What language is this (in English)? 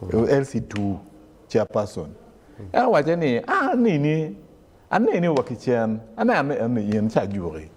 Acoli